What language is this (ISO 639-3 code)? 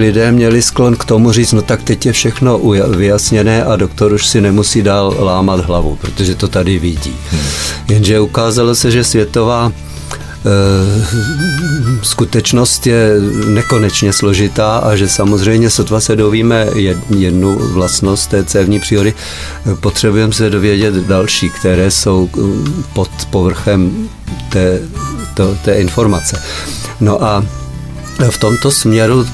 ces